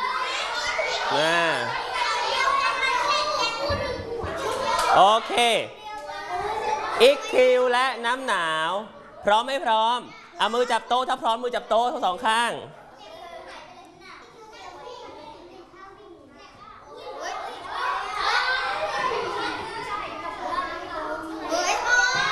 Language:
Thai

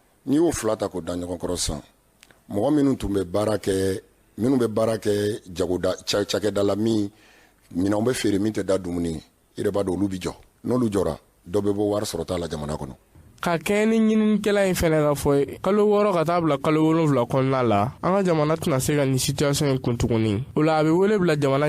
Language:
Bambara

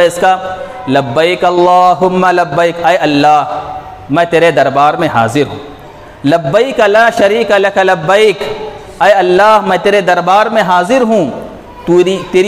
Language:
Urdu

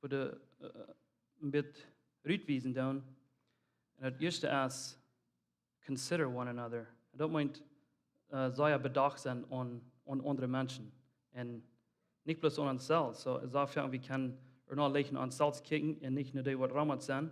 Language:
Plautdietsch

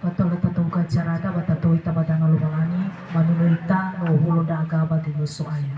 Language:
Nias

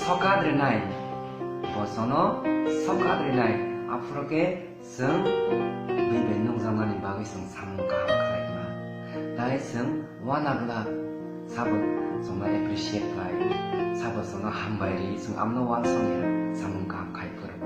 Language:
Kok Borok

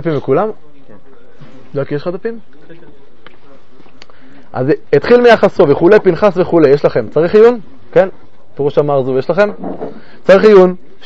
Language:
Hebrew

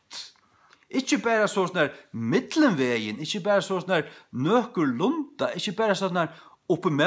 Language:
Faroese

